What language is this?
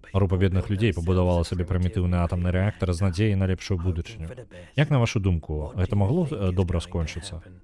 Belarusian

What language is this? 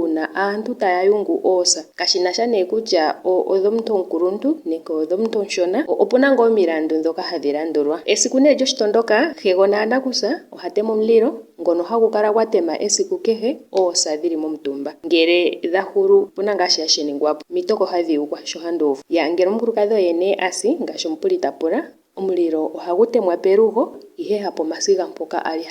Ndonga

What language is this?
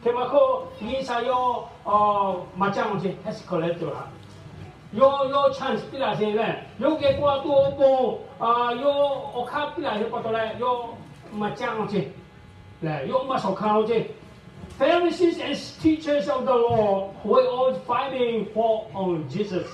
Lahu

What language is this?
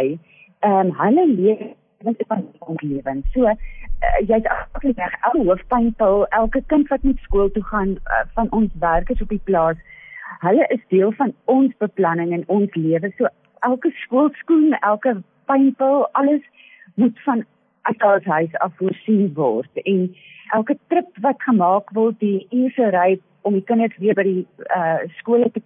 Afrikaans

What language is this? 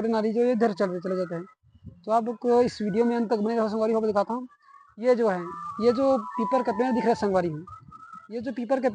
Chhattisgarhi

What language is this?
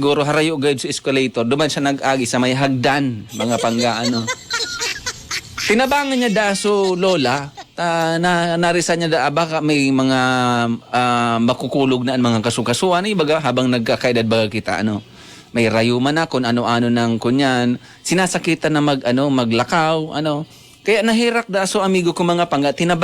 Bikol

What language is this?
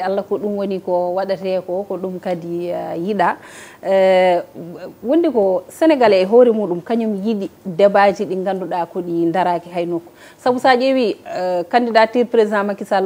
Fula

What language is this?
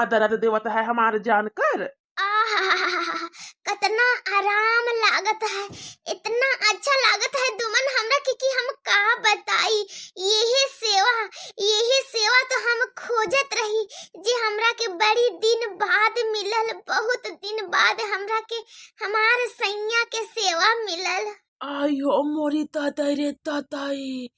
Bhojpuri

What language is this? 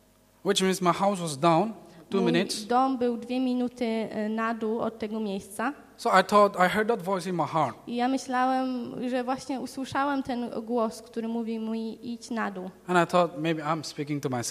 Polish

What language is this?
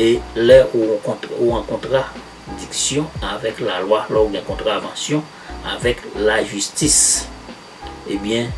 Haitian Creole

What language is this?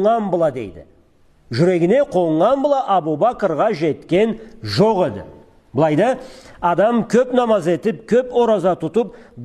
Karachay-Balkar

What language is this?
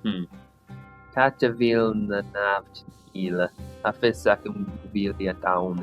Scottish Gaelic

